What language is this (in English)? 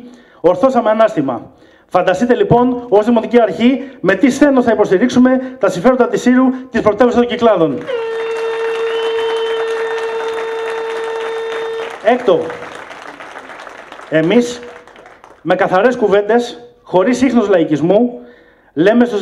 Greek